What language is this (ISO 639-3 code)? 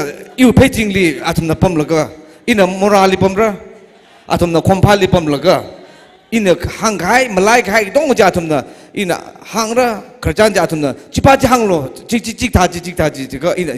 nmf